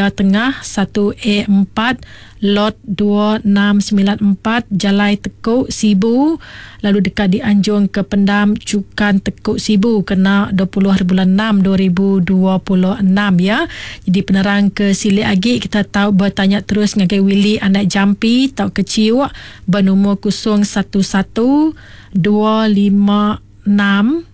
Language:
Iban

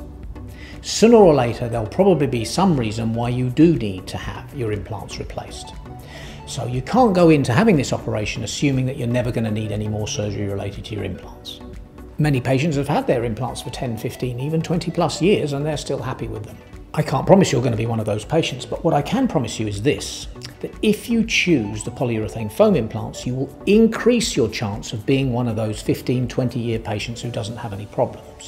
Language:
English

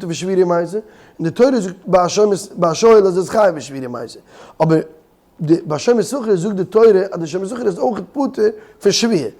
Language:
Yiddish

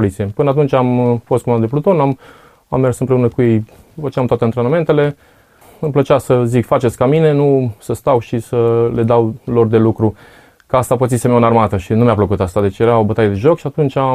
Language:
Romanian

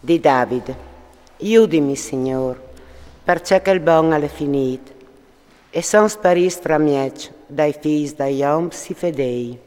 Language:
Friulian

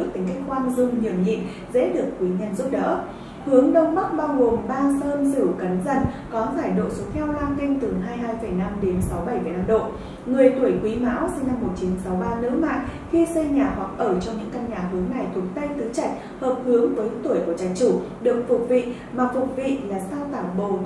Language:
Vietnamese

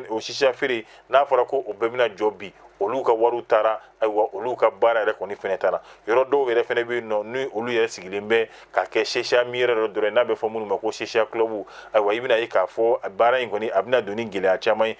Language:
Bambara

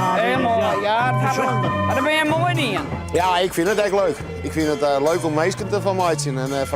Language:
Western Frisian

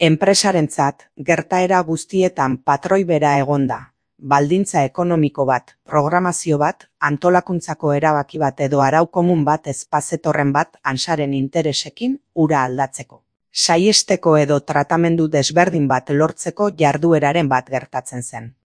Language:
Basque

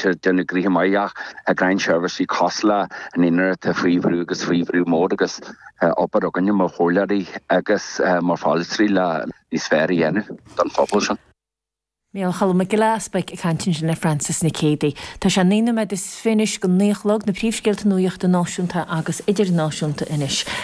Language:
Irish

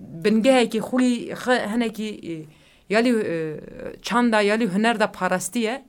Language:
Kurdish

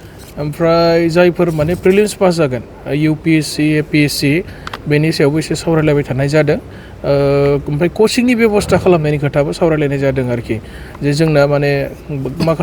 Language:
Bodo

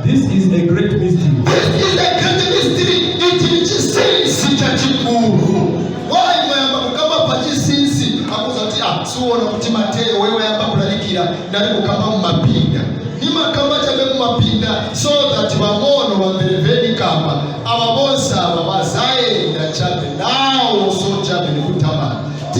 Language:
Nyanja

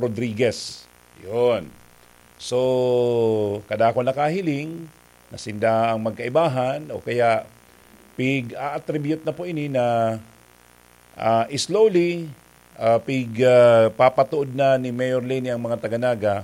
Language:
Bikol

